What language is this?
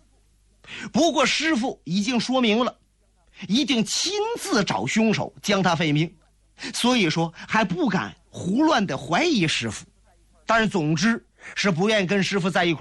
Chinese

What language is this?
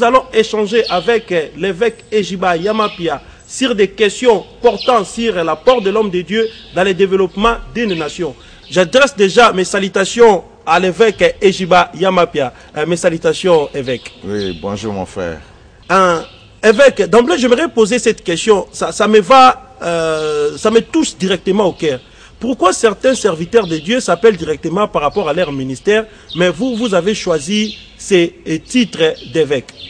French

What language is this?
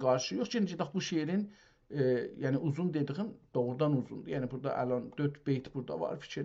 South Azerbaijani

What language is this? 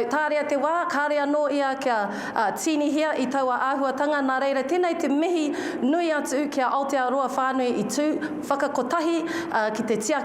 Māori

